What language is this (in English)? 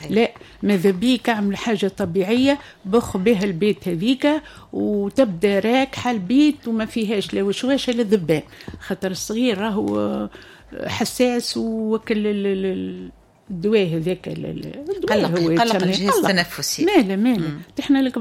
Tunisian Arabic